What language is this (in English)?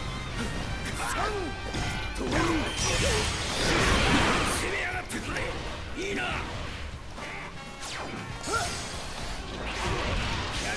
Japanese